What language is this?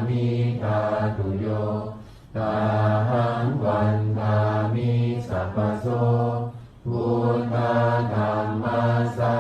Pali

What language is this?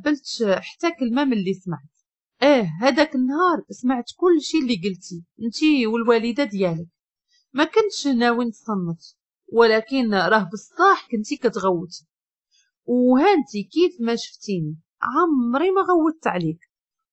Moroccan Arabic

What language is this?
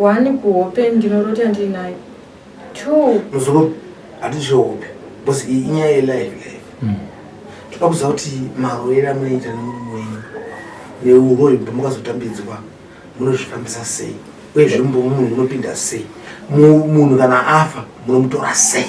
Shona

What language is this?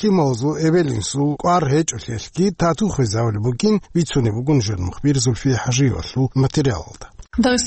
Avaric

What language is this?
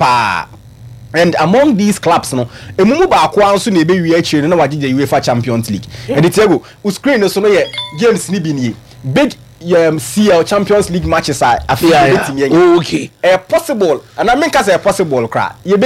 Akan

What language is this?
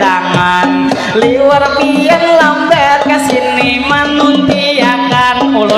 Banjar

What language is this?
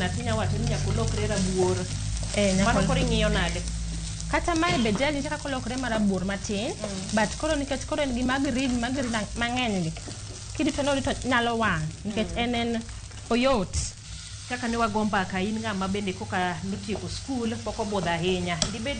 Luo (Kenya and Tanzania)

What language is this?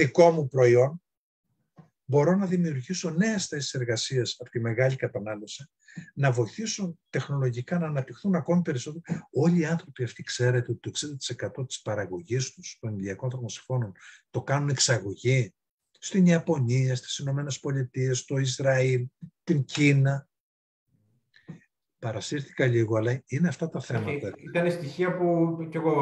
Greek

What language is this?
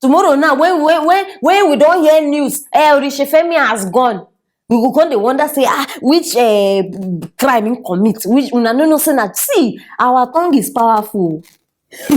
Nigerian Pidgin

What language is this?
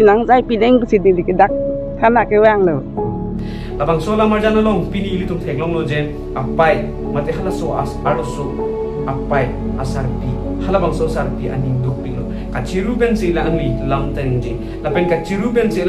Karbi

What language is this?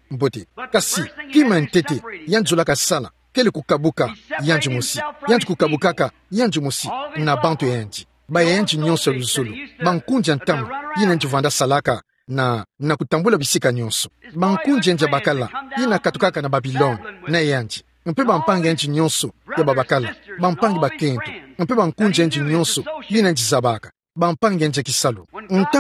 Kituba (Democratic Republic of Congo)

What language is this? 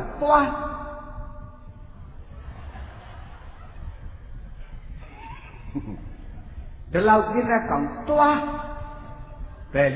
Burmese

